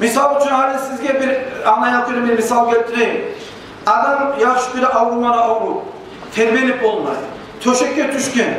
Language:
Kumyk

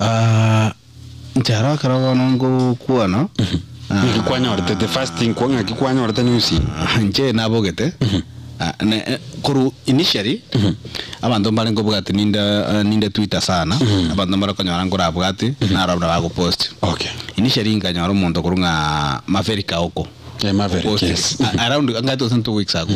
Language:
Gusii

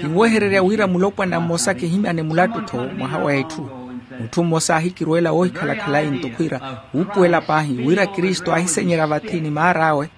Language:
Makhuwa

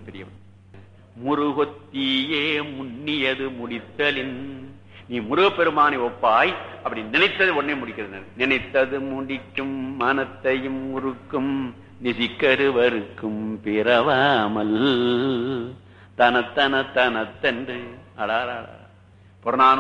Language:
Tamil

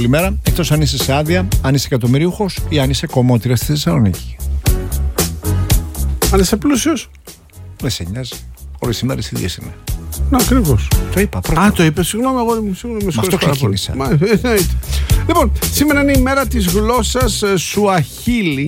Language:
Greek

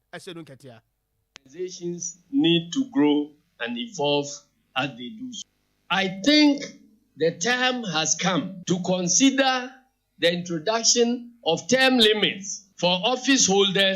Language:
Akan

